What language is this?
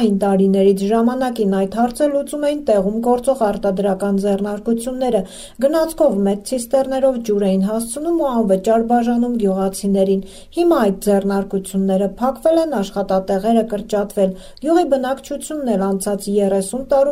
Armenian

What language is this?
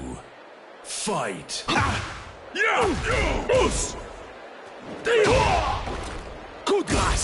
French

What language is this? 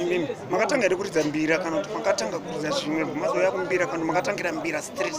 Shona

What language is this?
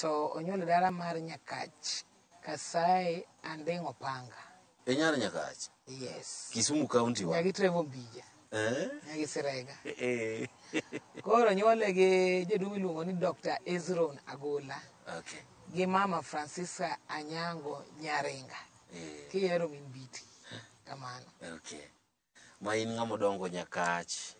Luo (Kenya and Tanzania)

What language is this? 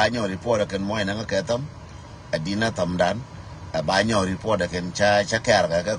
Nuer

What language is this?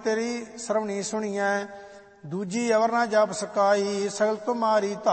Punjabi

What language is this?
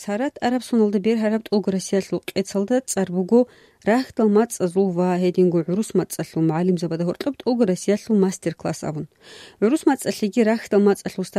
Avaric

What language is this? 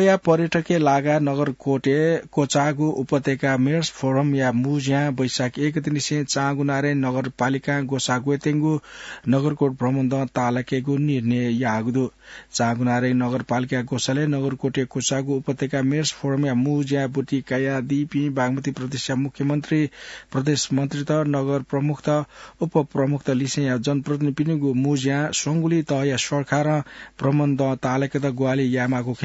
Newari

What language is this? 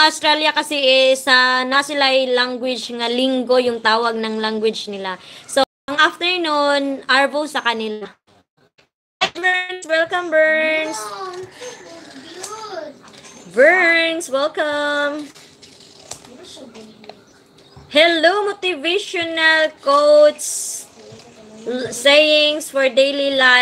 Filipino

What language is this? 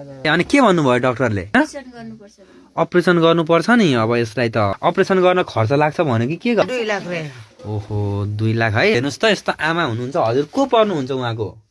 Nepali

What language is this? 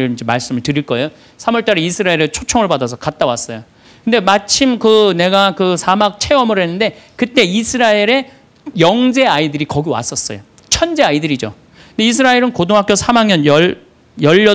Korean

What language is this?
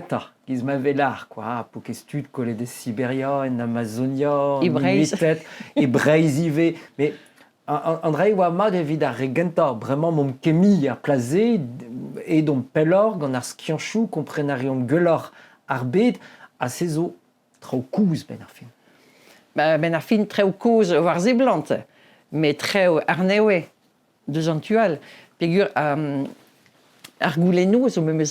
Breton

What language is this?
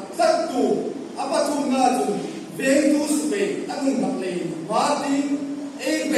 Hmar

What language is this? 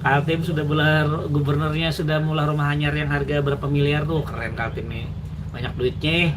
Banjar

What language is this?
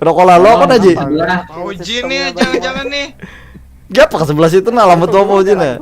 Banjar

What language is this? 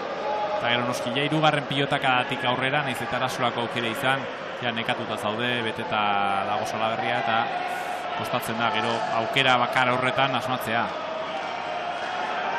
Basque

